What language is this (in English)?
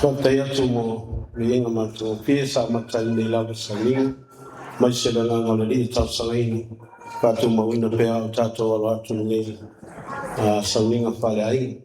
Samoan